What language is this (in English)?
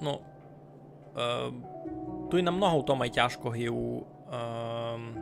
Rusyn